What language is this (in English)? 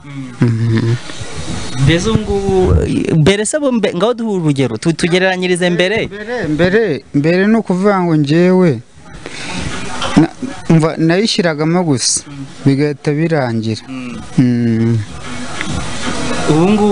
Kinyarwanda